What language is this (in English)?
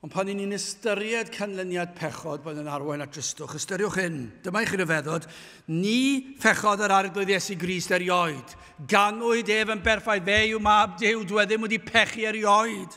Welsh